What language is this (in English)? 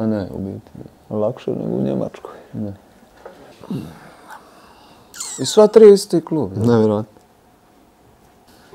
Croatian